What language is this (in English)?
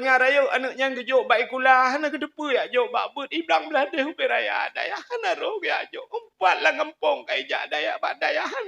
Achinese